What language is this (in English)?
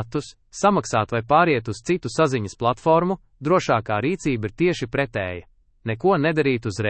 Latvian